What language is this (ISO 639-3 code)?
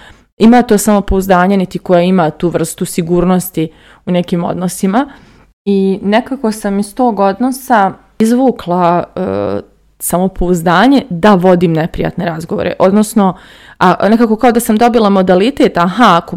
hrv